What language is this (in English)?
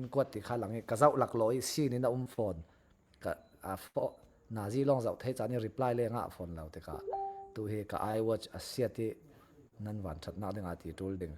Falam Chin